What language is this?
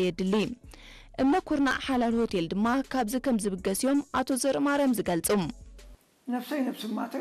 Tigrinya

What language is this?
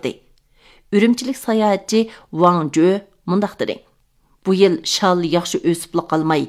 Uyghur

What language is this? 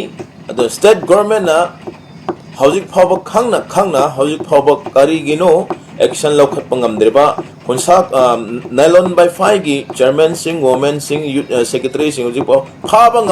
Manipuri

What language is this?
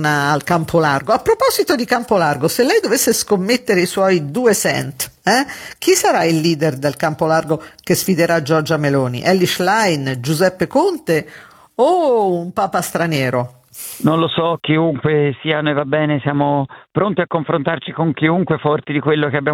Italian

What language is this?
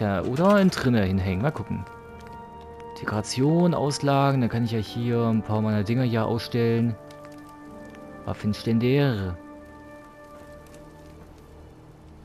German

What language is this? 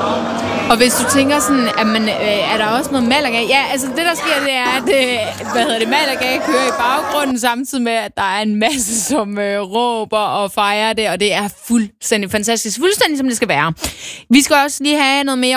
Danish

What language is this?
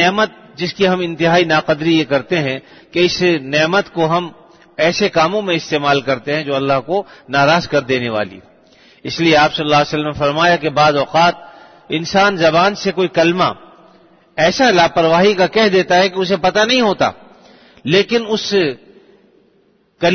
Urdu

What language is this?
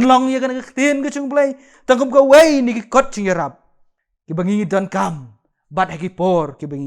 Khasi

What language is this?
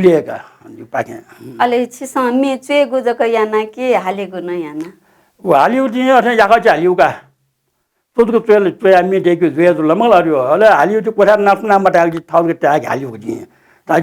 Newari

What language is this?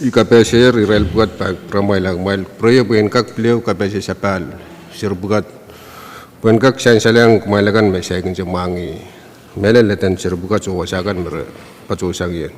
Pohnpeian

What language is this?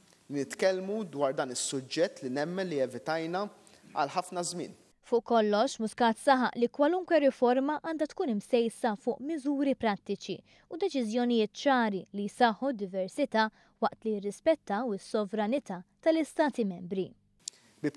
Maltese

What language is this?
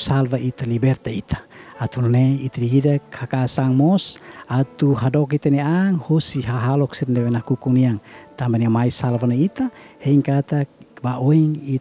Tetum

